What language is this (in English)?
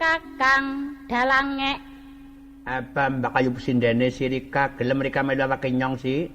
Javanese